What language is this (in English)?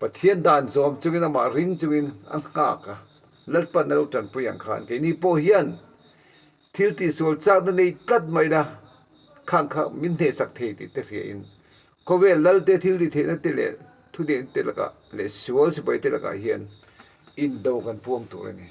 Mizo